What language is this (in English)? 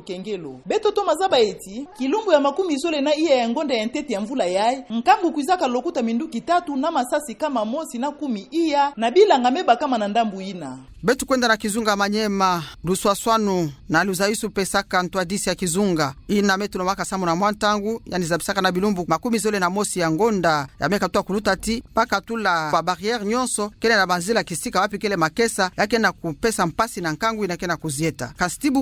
Kituba (Democratic Republic of Congo)